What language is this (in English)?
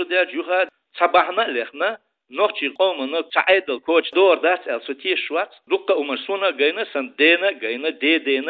Chechen